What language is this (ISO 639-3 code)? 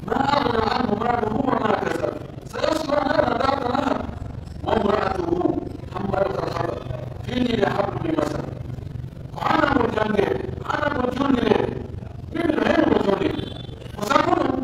fuf